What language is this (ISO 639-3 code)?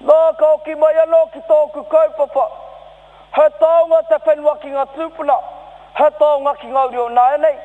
mri